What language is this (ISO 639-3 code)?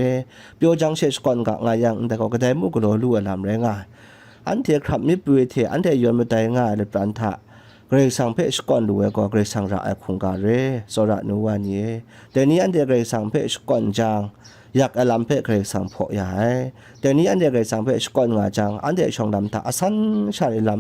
kac